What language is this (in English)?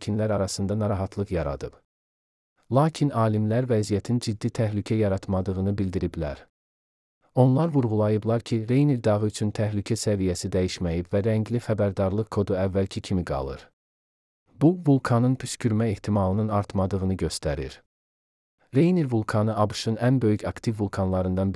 Azerbaijani